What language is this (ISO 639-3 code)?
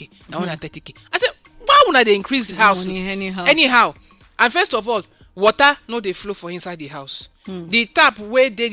pcm